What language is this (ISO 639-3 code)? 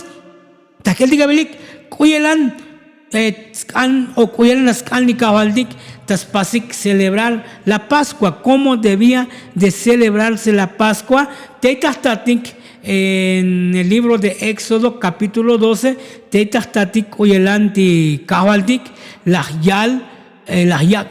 tzo